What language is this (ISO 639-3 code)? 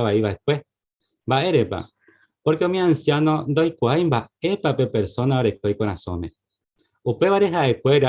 grn